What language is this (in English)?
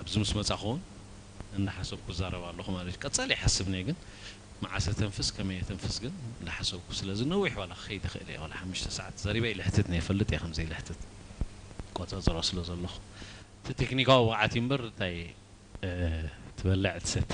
Tigrinya